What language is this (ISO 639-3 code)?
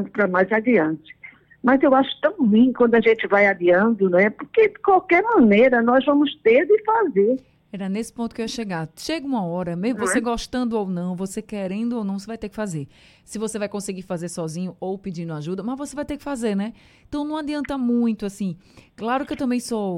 por